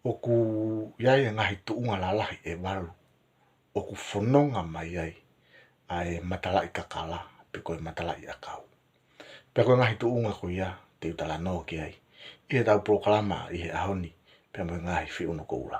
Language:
Tongan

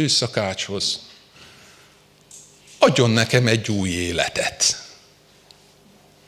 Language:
Hungarian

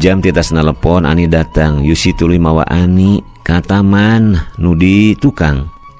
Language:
Sundanese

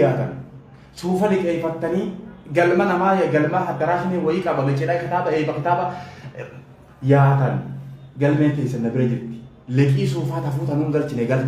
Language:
Oromo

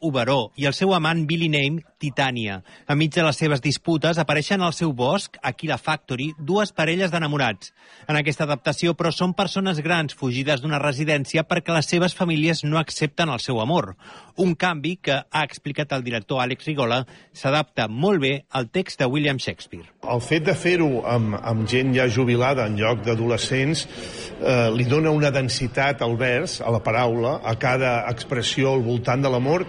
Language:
Catalan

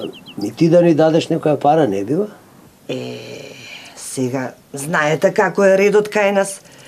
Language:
Macedonian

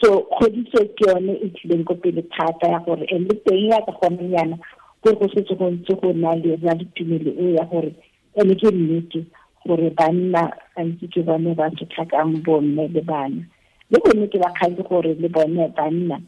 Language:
Tswana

